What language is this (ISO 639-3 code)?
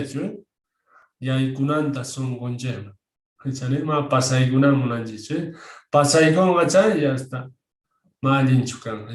quh